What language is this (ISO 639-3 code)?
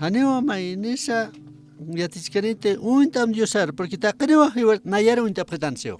aym